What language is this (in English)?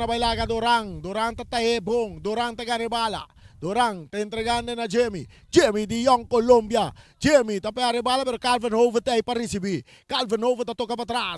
Papiamento